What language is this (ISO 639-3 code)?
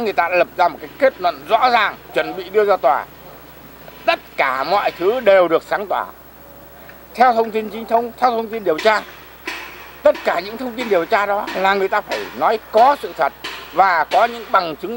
vie